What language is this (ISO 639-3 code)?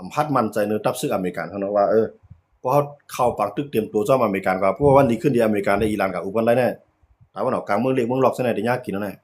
shn